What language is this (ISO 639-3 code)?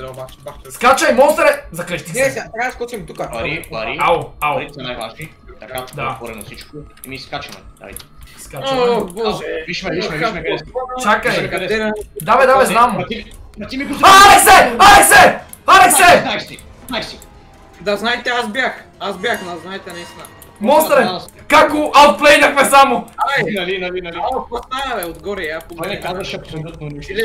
bul